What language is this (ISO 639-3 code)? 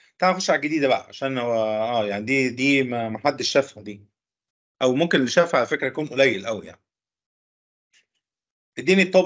arz